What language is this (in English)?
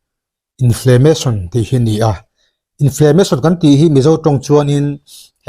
Mizo